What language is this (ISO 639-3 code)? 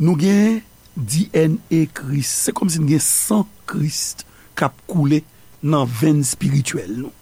hat